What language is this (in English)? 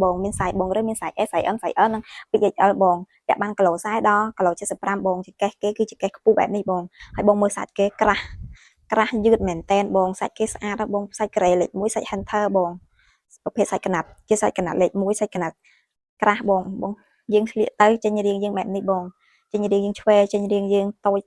Khmer